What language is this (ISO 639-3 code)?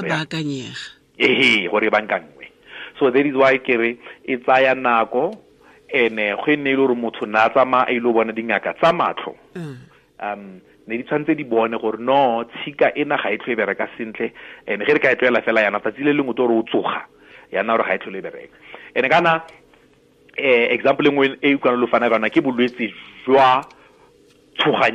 tsn